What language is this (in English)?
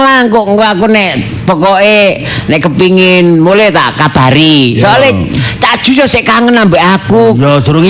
Javanese